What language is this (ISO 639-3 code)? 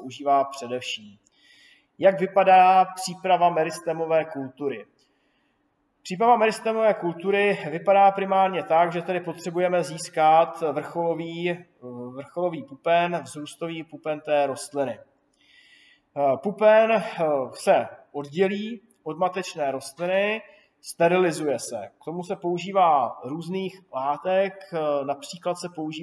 ces